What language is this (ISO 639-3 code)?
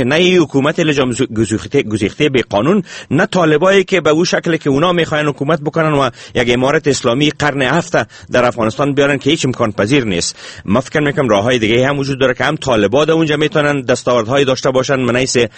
fas